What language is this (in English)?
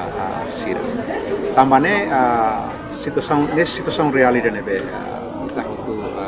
Tetum